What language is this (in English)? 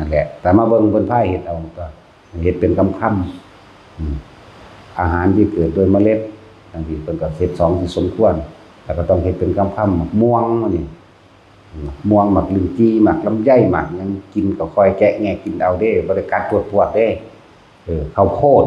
Northeastern Thai